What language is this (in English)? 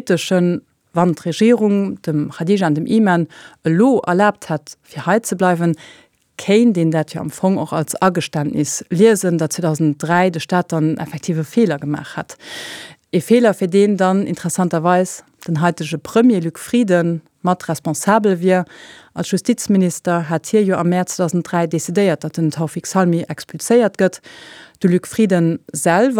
Luxembourgish